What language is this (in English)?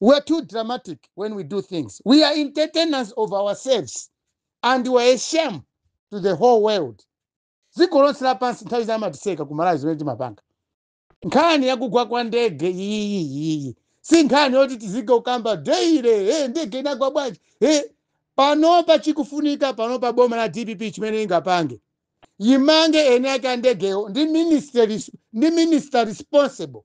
Nyanja